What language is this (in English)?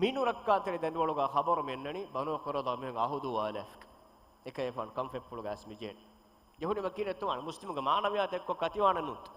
Divehi